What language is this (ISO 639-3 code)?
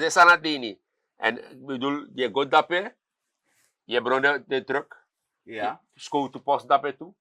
srn